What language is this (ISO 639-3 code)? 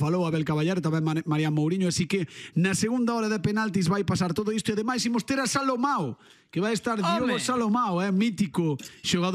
glg